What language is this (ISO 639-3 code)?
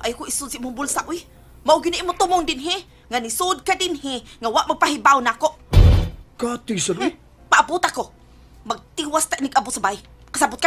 ceb